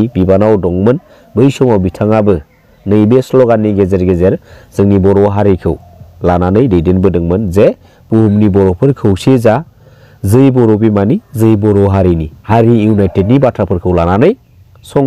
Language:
Bodo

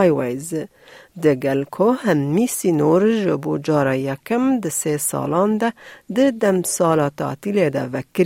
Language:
Kurdish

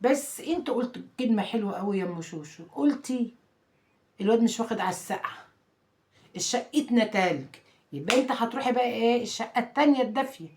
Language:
Egyptian Arabic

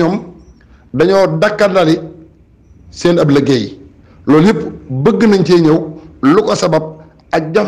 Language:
Wolof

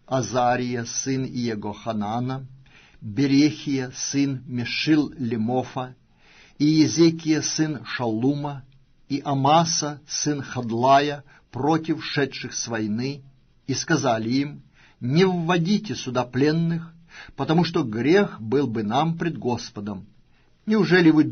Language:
Russian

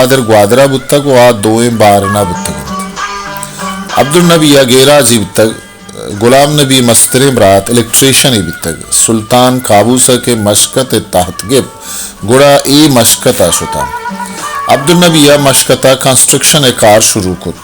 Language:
Baluchi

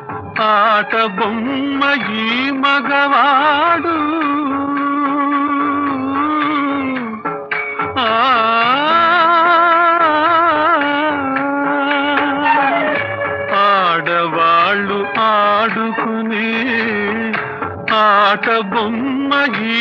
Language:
Telugu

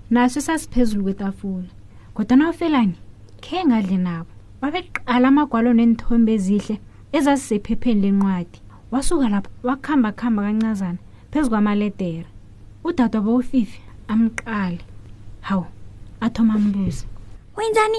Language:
South Ndebele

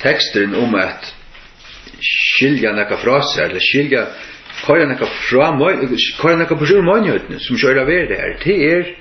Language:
Faroese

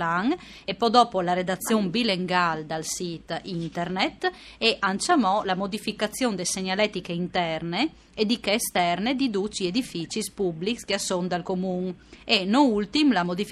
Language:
Friulian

